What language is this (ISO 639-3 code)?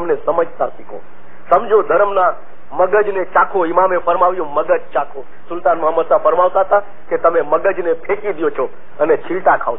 guj